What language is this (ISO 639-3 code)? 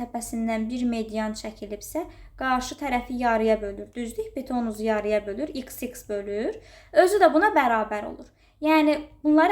aze